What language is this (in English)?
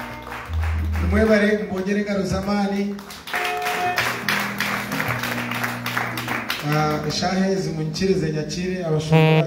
Kinyarwanda